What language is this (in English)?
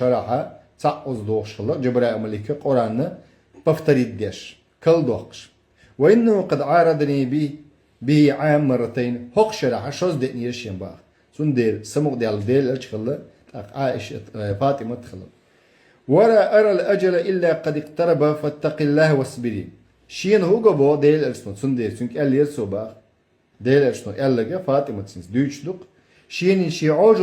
Chechen